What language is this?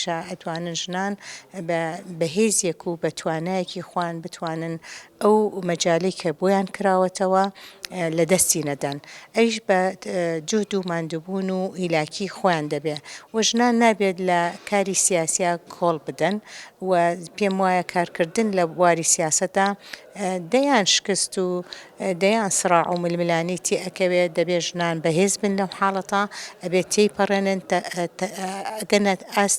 Central Kurdish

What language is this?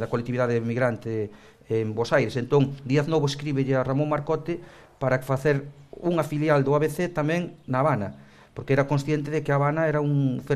Galician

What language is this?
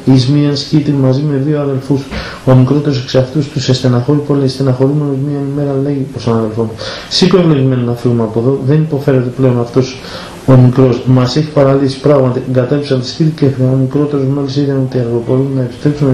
Greek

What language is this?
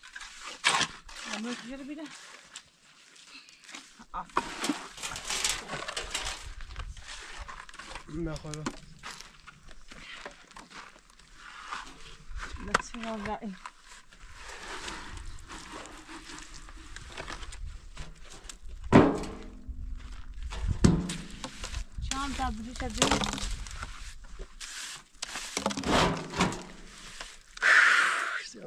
Persian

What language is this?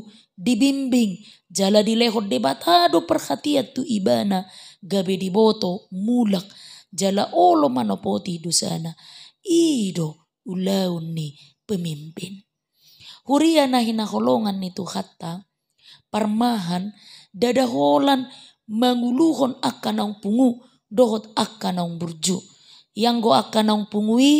Batak Toba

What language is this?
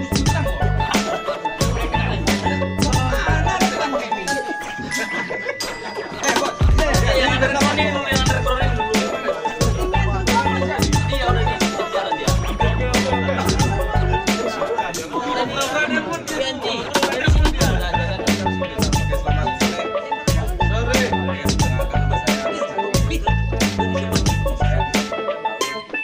Indonesian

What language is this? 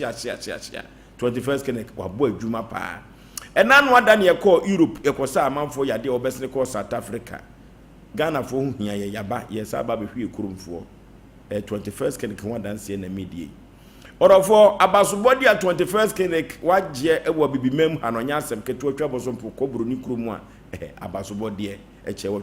Akan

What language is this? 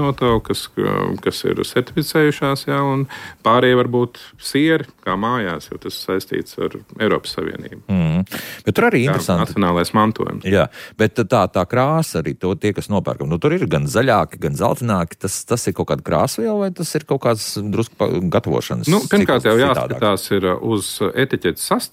Latvian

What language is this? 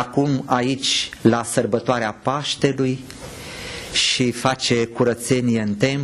Romanian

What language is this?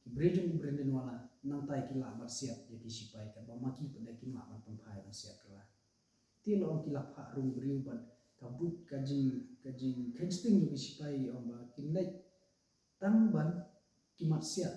Khasi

